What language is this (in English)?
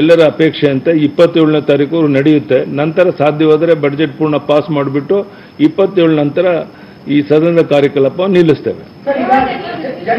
Kannada